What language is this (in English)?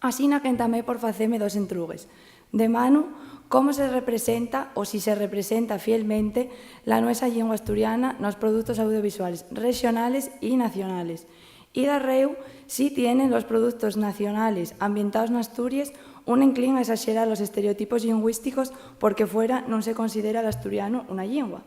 Asturian